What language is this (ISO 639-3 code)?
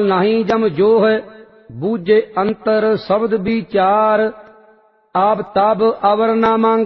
pan